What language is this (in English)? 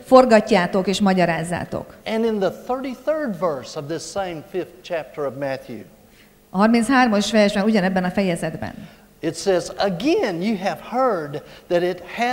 Hungarian